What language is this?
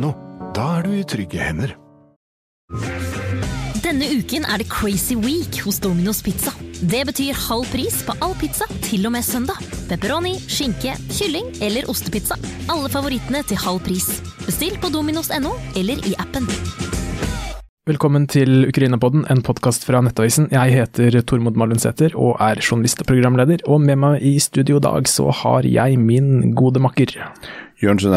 Norwegian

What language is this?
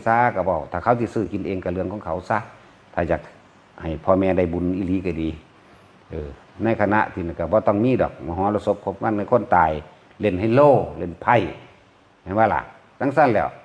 Lao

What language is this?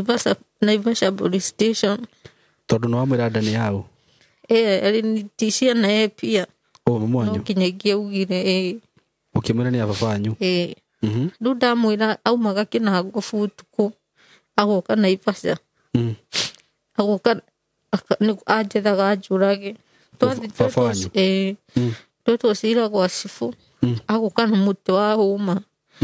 Kikuyu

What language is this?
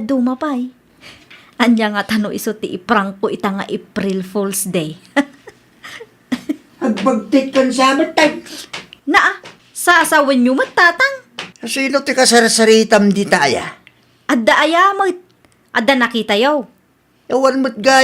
Iloko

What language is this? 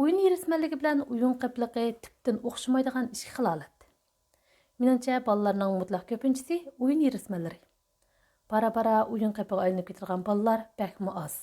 Uyghur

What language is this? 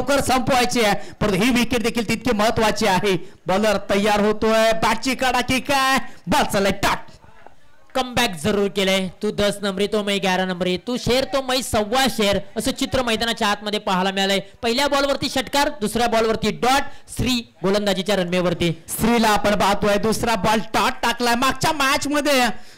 Marathi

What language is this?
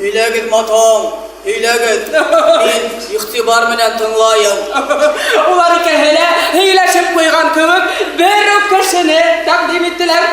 Bashkir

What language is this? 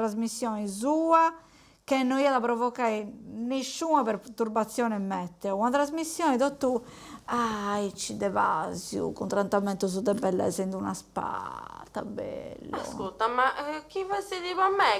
Sardinian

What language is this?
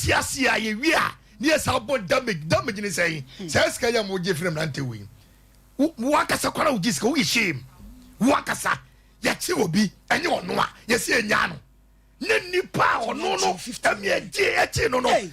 Akan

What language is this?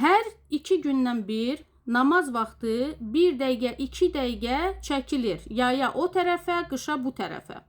Azerbaijani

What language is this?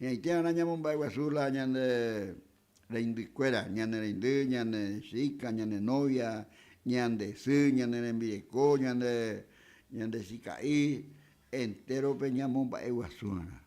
Guarani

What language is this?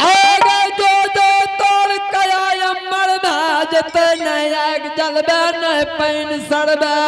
Angika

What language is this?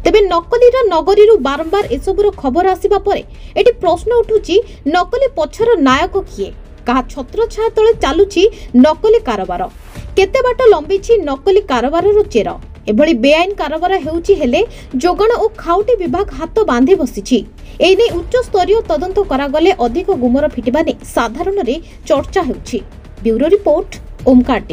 Odia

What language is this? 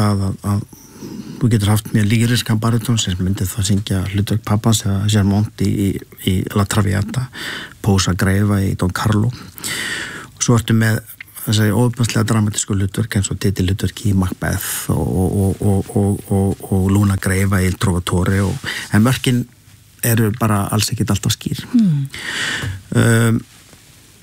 Icelandic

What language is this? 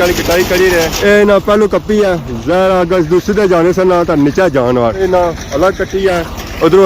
Pahari-Potwari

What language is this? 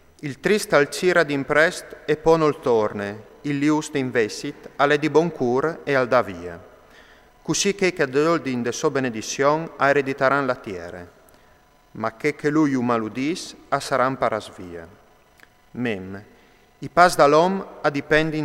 Friulian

